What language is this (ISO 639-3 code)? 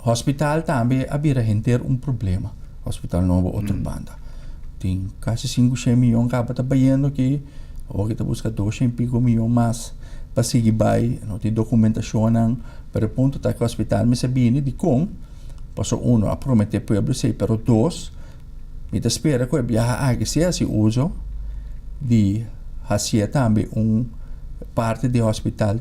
pap